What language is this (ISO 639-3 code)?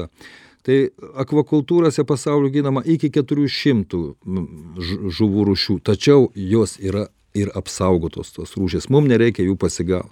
lit